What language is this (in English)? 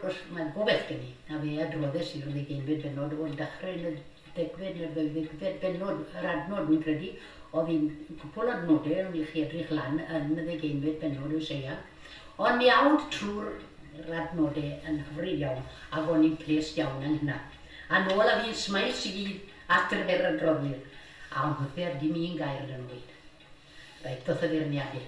Welsh